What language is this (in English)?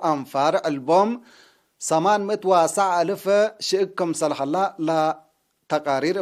Tigre